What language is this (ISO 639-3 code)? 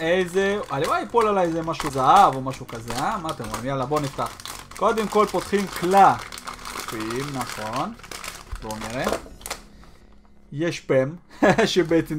heb